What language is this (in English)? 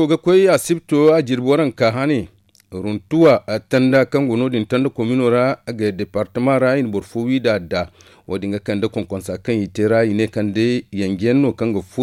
Zarma